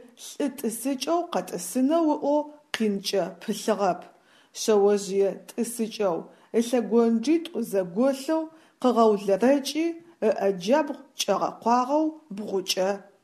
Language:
Adyghe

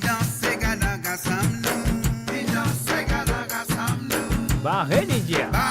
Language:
Morisyen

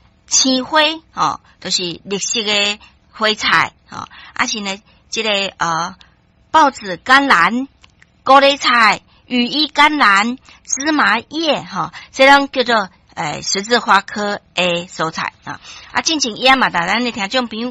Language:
Min Nan Chinese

